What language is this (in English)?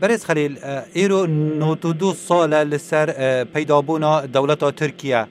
Kurdish